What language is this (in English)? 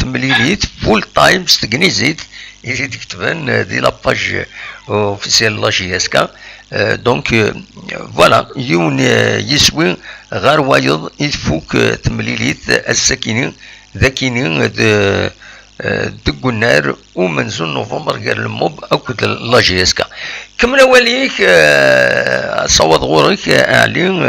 Kabyle